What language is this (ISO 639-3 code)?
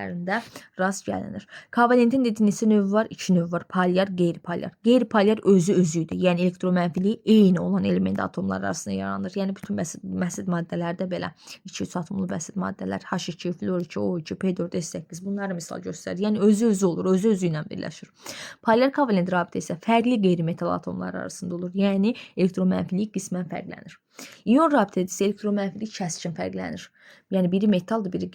aze